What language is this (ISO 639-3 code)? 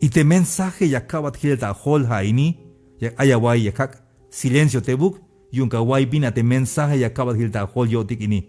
tzh